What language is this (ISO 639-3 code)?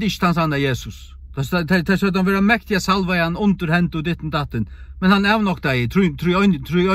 fao